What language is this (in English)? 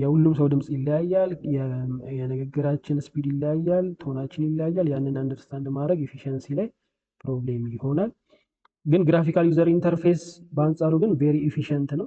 Amharic